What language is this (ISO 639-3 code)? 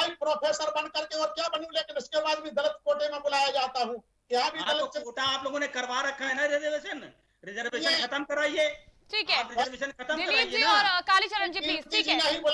hin